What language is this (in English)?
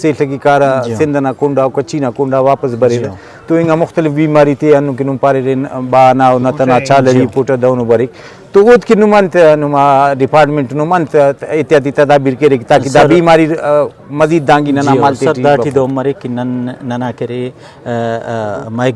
Brahui